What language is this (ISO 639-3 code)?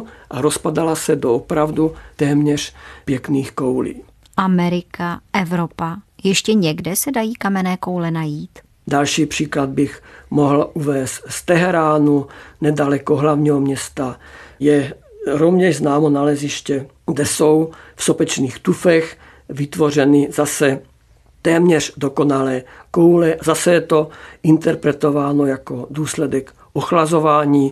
ces